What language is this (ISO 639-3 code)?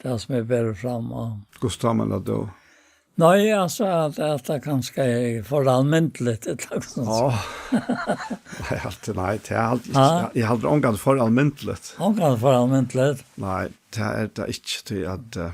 fao